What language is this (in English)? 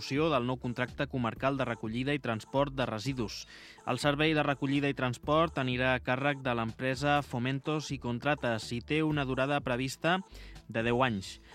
Catalan